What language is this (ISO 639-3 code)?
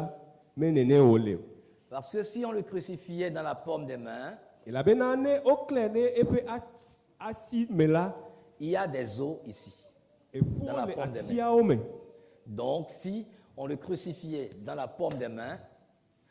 ewe